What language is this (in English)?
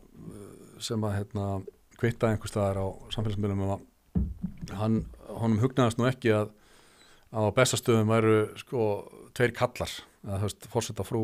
Icelandic